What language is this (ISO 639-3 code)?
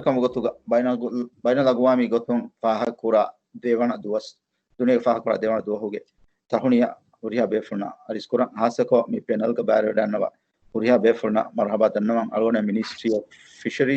div